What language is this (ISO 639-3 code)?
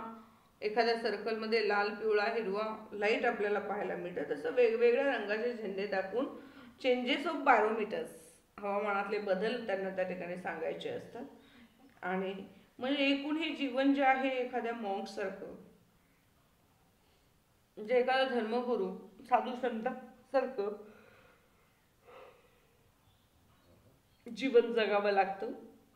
mar